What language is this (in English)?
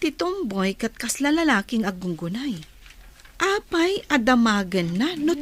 Iloko